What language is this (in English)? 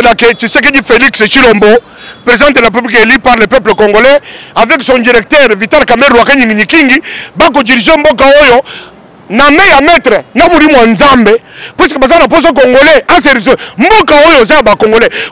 Lingala